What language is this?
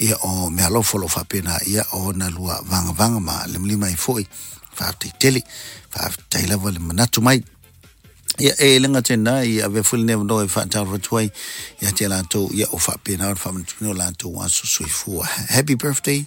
Samoan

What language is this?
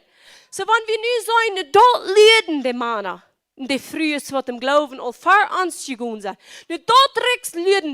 Plautdietsch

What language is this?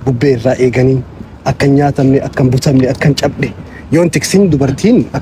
Oromo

